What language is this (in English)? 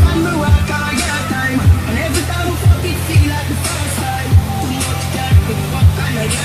Jamaican Creole English